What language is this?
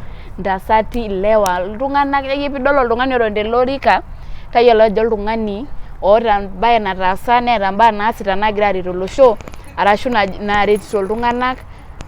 Masai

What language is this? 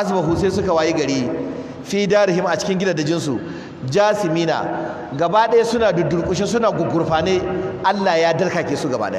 Hausa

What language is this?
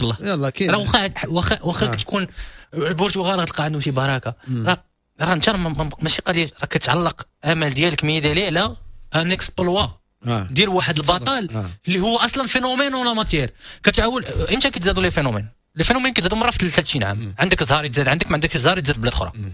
Moroccan Arabic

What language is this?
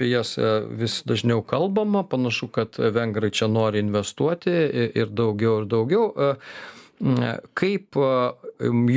Lithuanian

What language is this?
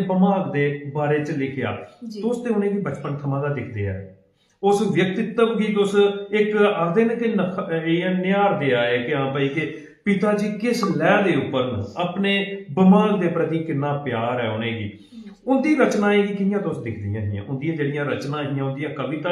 Dogri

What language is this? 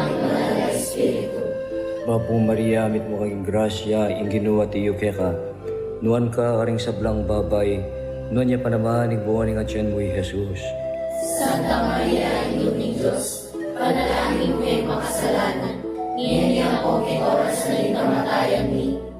Pampanga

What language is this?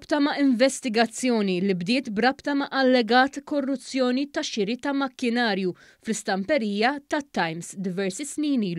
Maltese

